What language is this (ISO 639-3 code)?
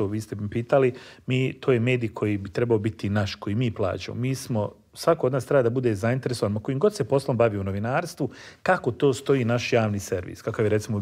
bos